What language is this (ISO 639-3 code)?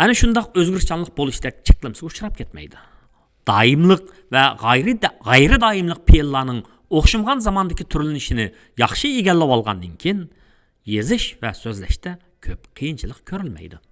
uig